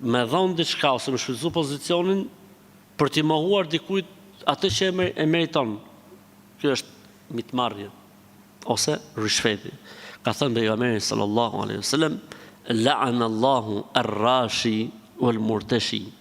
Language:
Albanian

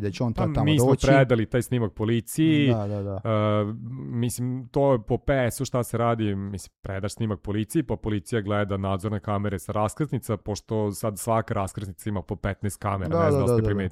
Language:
Serbian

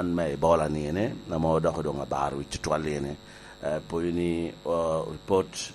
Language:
Lango (Uganda)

